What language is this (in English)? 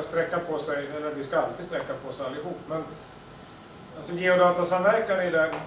Swedish